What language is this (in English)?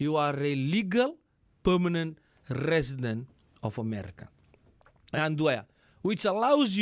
Fijian